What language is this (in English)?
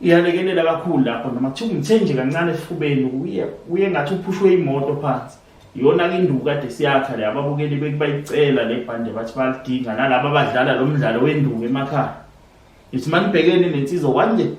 Zulu